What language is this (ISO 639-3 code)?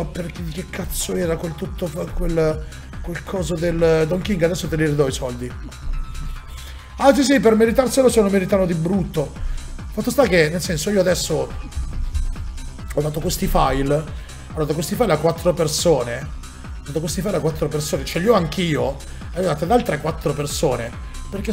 ita